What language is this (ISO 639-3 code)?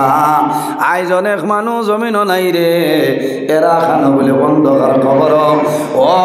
syl